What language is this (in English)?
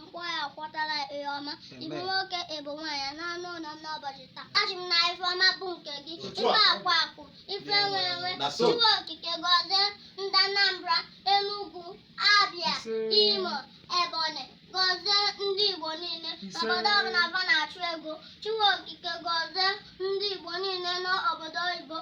Igbo